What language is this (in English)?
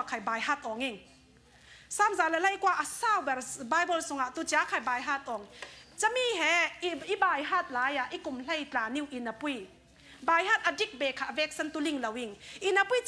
Falam Chin